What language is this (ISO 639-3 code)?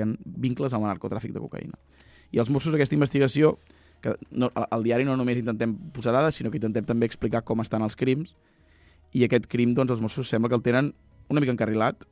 cat